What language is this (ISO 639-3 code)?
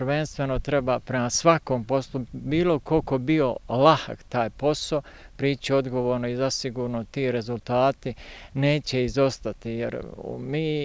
bos